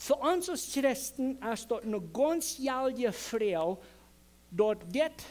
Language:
Plautdietsch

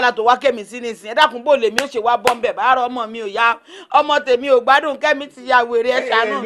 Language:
Yoruba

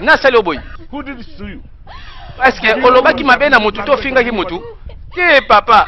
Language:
Lingala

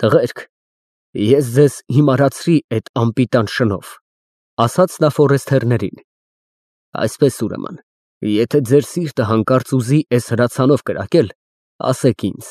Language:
Armenian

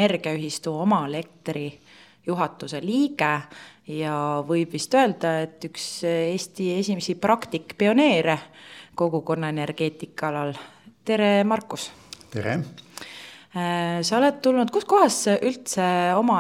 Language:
Estonian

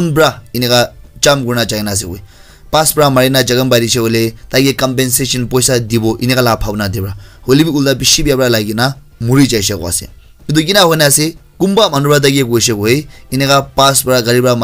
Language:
Naga Pidgin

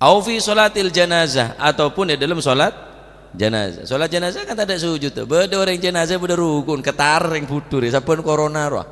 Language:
Madurese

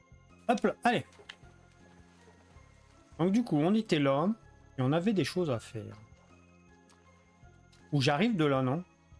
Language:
French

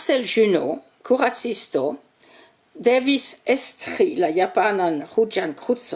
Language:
Esperanto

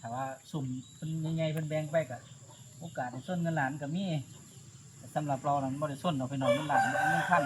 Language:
Northeastern Thai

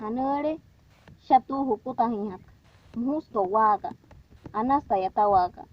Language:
Wayuu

